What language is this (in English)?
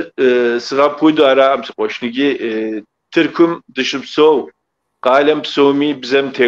Kabardian